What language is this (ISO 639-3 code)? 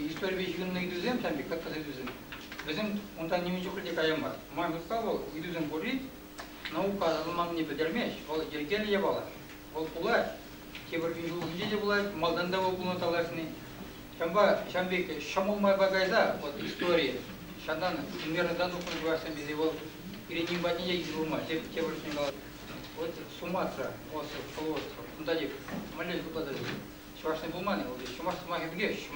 chv